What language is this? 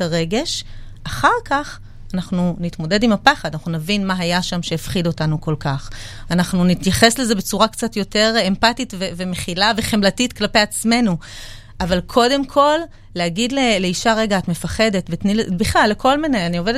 Hebrew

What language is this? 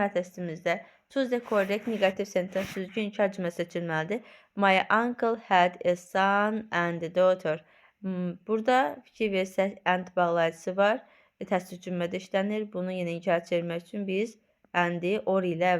Azerbaijani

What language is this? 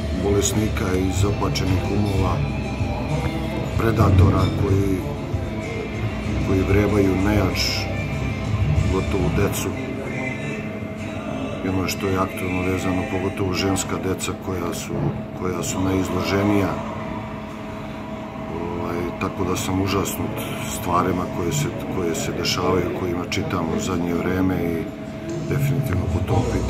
Serbian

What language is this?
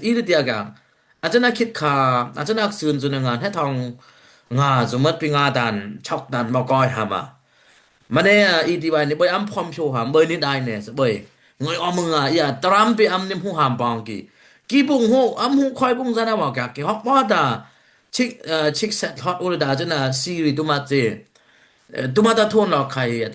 Dimasa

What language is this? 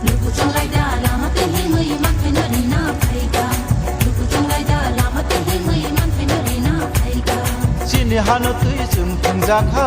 Kok Borok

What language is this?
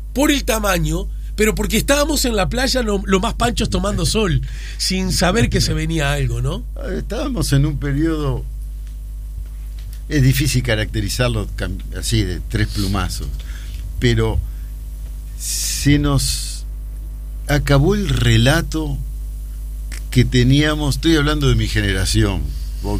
Spanish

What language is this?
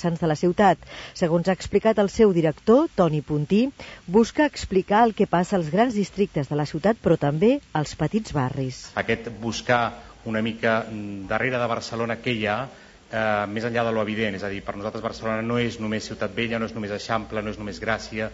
Catalan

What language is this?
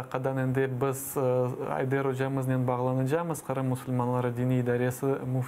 Crimean Tatar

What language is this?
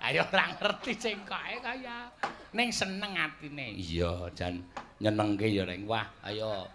Javanese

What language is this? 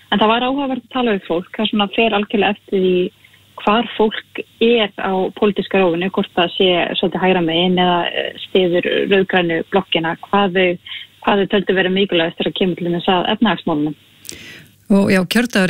Icelandic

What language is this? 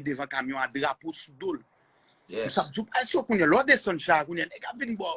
Haitian Creole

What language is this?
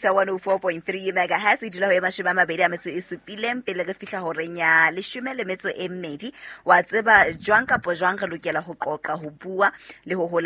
Southern Sotho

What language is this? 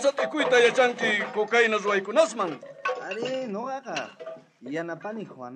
South Bolivian Quechua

